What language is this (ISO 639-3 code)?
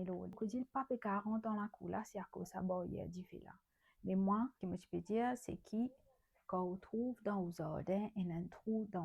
mfe